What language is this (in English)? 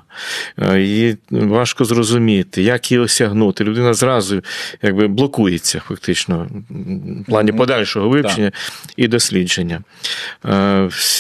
Ukrainian